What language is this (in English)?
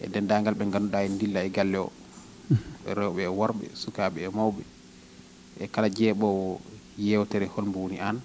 Fula